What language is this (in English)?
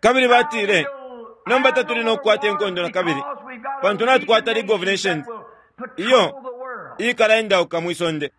Bemba